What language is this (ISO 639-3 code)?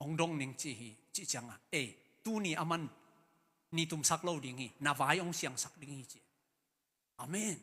ctd